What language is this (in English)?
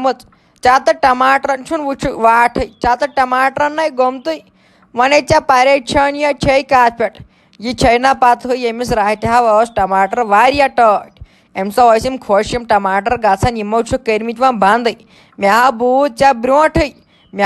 Kashmiri